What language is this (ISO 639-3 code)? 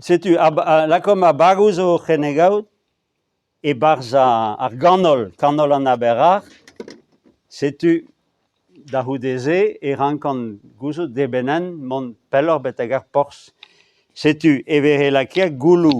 bre